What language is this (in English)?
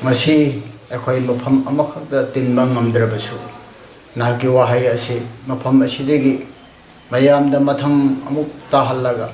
Manipuri